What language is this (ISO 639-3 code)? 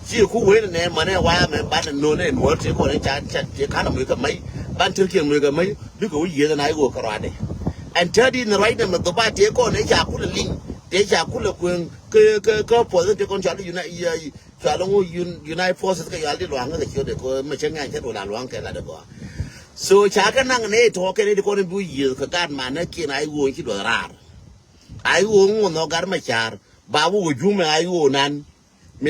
nus